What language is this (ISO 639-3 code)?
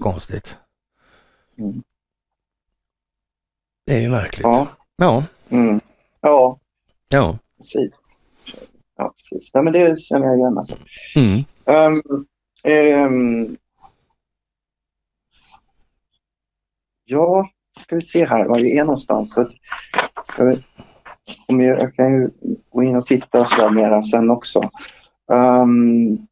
swe